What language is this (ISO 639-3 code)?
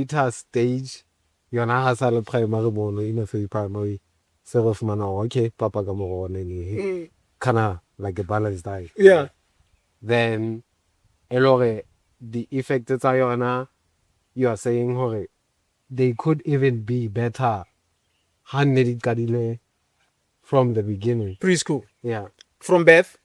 sot